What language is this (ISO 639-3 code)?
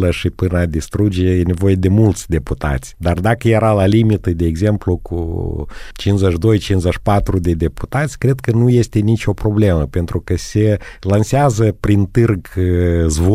ron